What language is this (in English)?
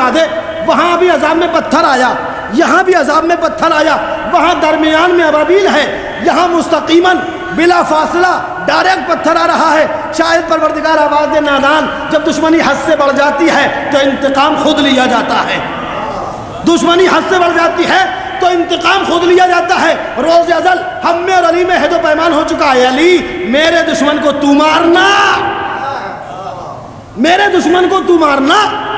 Urdu